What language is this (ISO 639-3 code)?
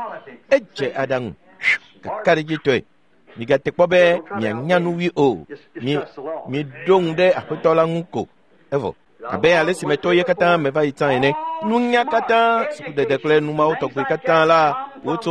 ewe